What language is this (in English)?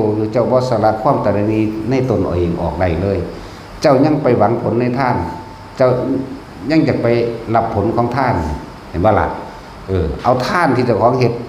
Northeastern Thai